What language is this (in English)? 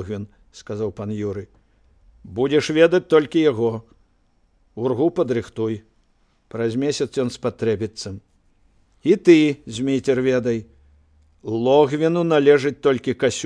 Belarusian